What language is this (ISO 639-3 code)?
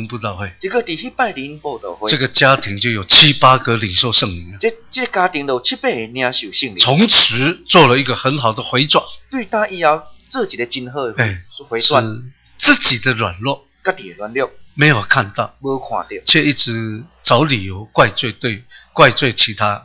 zho